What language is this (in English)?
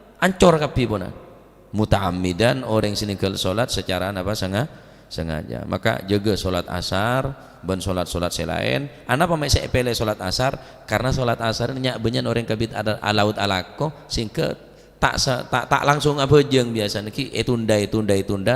Madurese